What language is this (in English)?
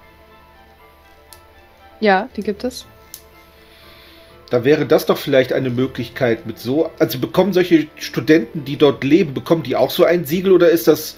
German